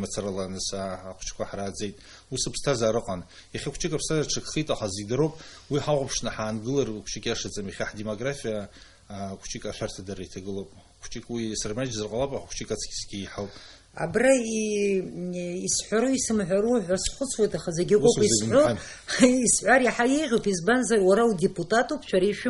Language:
Abkhazian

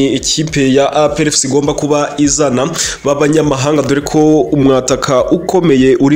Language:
Kinyarwanda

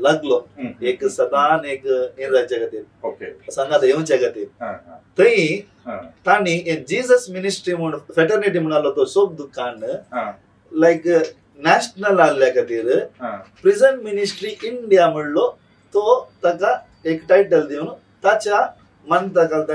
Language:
Konkani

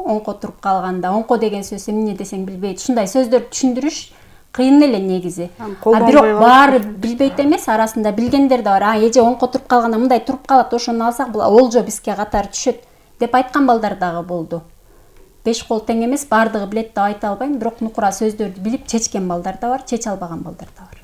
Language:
Kyrgyz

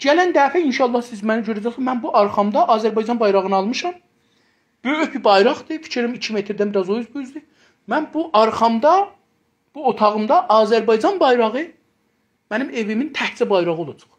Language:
South Azerbaijani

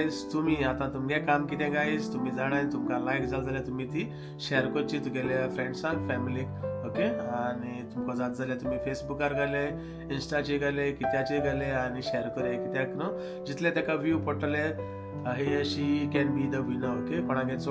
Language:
Konkani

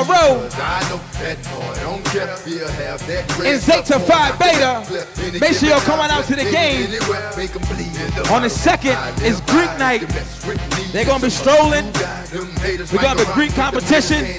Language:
English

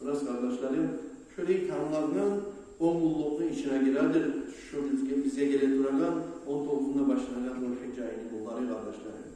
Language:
Kumyk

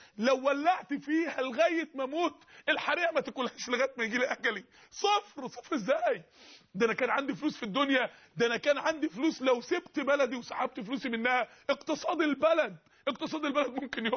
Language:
Egyptian Arabic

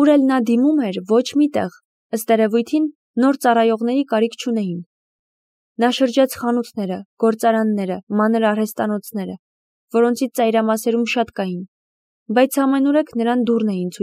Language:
Armenian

